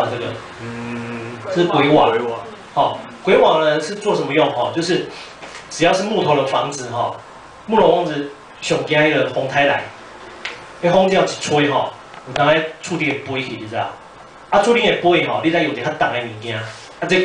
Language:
Chinese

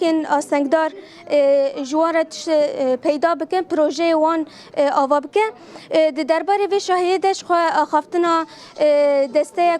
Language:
Kurdish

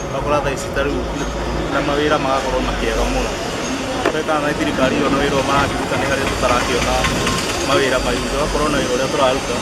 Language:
Kikuyu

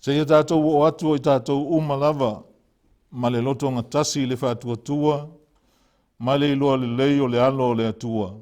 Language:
Samoan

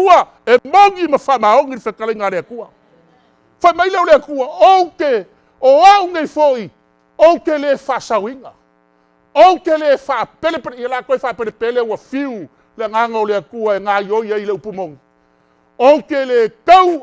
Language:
Samoan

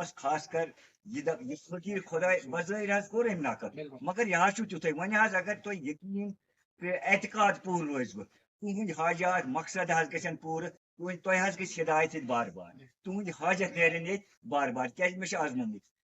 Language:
Kashmiri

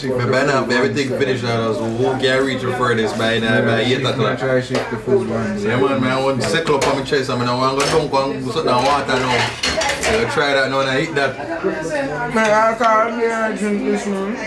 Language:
Jamaican Creole English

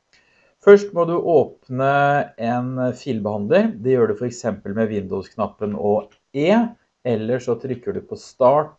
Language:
Norwegian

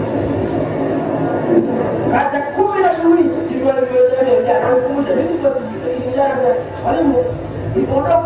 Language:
Swahili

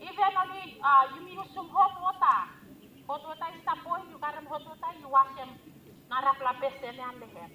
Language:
Bislama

